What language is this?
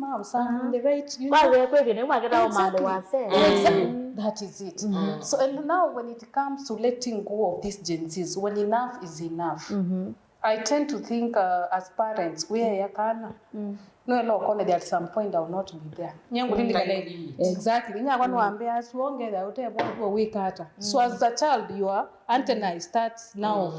Kamba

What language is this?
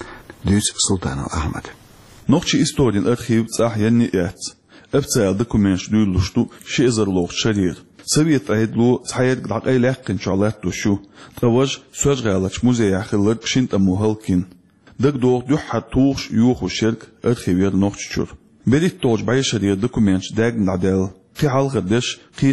Chechen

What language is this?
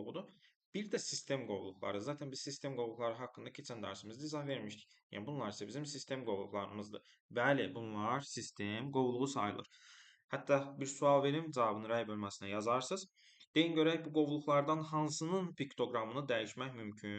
Azerbaijani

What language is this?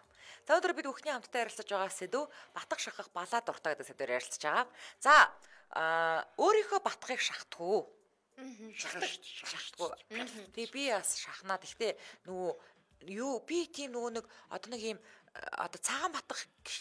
Mongolian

